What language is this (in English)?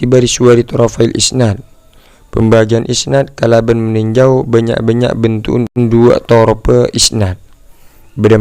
Madurese